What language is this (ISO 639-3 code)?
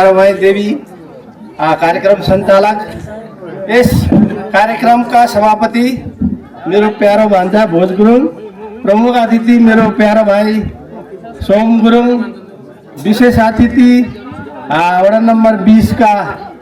nep